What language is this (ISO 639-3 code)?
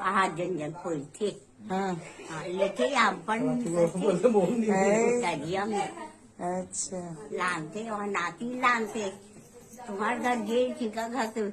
hne